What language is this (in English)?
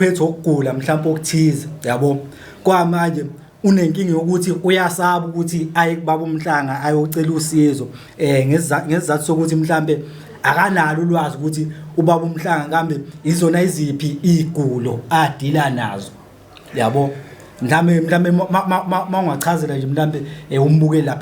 Zulu